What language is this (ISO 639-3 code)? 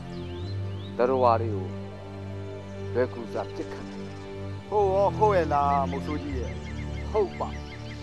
mya